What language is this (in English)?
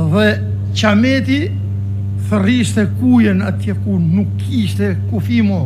Albanian